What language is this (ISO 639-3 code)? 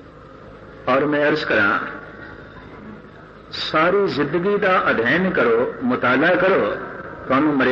pan